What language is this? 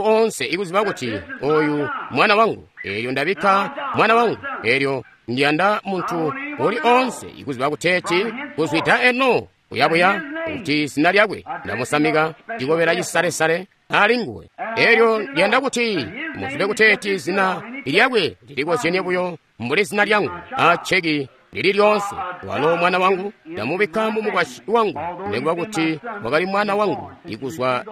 Tonga (Zambia)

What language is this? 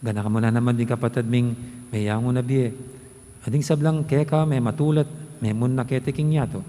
Pampanga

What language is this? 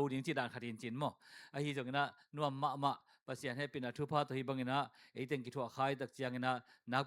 Tedim Chin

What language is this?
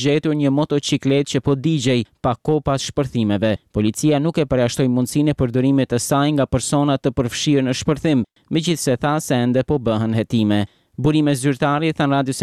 Albanian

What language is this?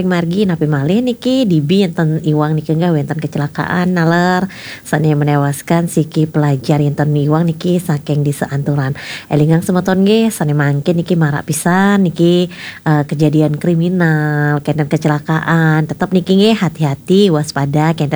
Balinese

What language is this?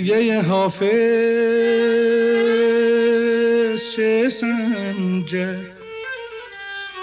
Persian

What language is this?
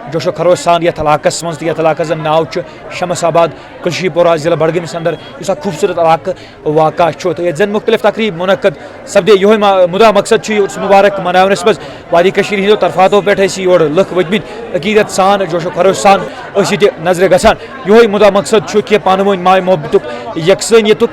Kashmiri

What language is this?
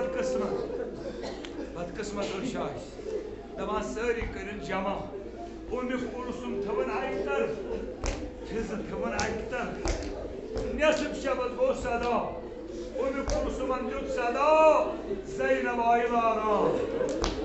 Kashmiri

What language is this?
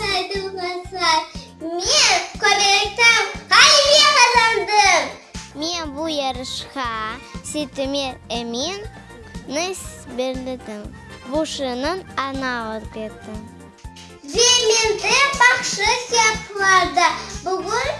Crimean Tatar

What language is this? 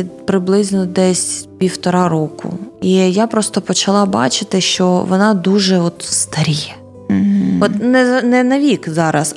Ukrainian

